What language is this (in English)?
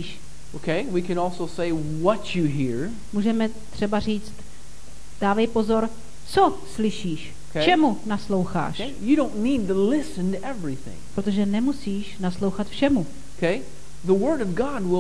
Czech